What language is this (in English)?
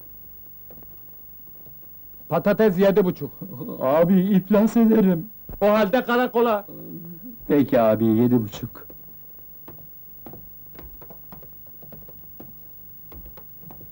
Turkish